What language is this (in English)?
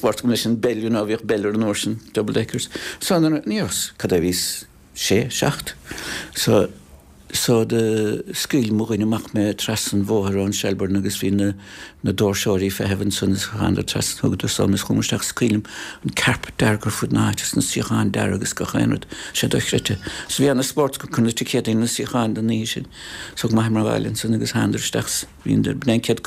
Irish